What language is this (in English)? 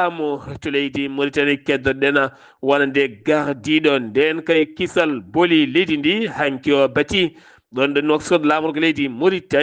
Fula